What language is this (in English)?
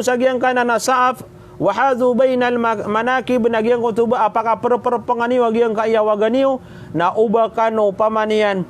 Maranao